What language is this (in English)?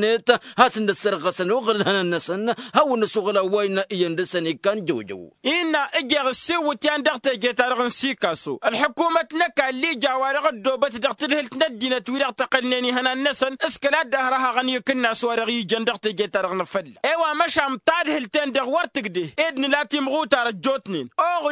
Tamasheq